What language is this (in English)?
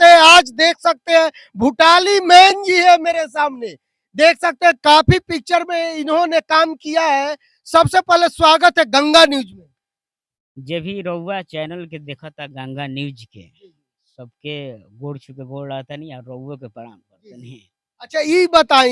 Bhojpuri